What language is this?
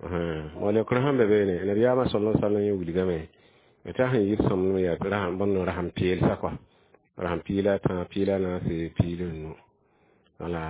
Mossi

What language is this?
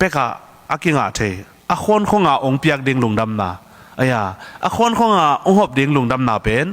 Tedim Chin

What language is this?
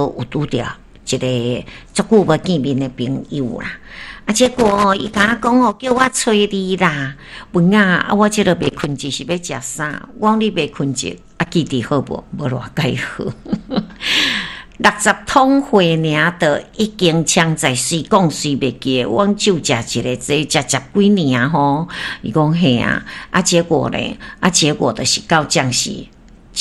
Min Nan Chinese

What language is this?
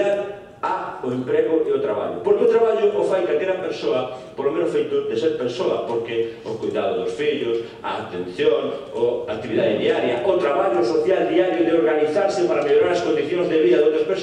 Galician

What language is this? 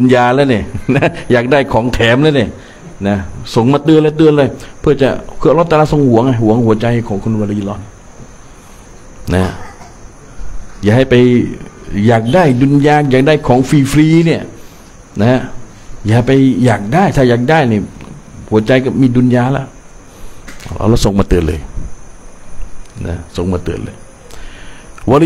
Thai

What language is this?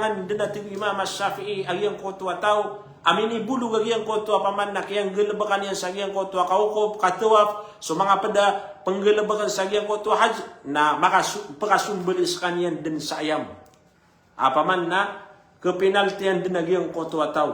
Maranao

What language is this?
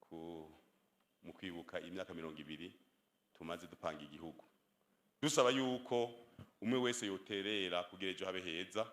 Rundi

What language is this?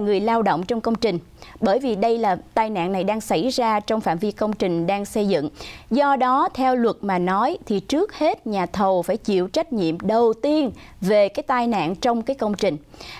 Vietnamese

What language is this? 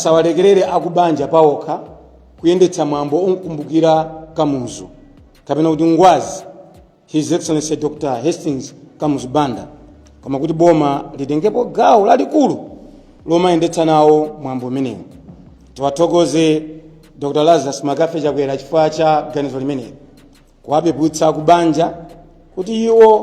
Nyanja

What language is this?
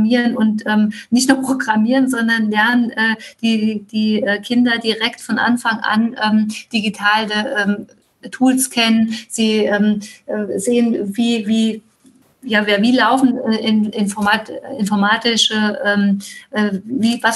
German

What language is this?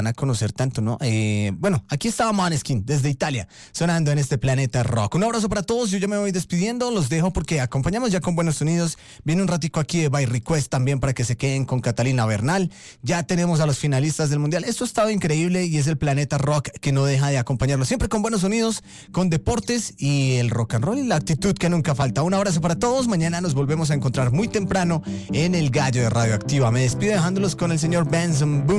Spanish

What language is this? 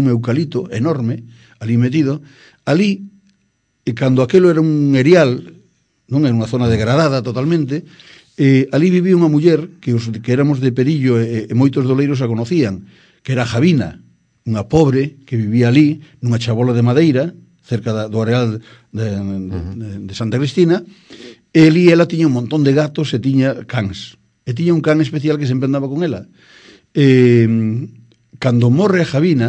Galician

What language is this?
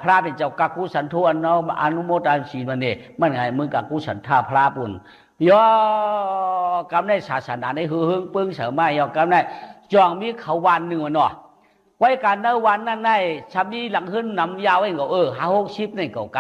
Shan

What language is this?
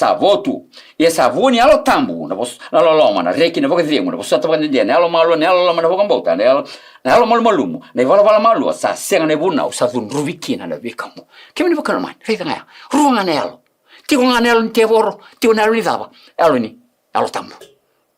Fijian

